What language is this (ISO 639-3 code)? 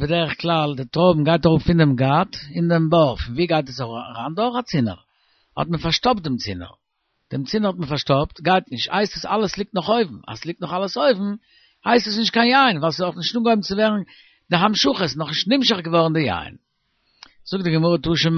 yid